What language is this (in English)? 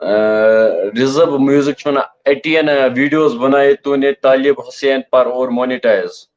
Kashmiri